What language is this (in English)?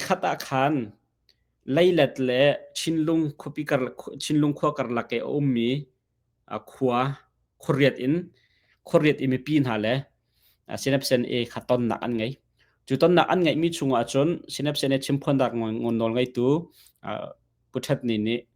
Hakha Chin